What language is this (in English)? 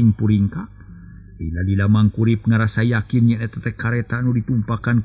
Sundanese